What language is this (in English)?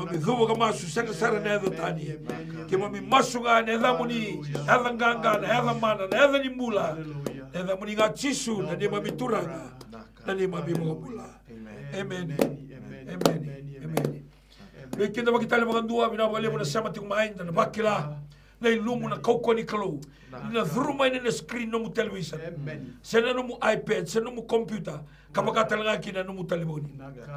Fijian